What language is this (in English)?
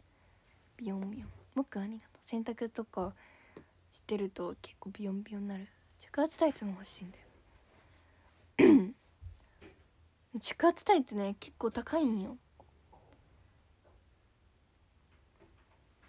Japanese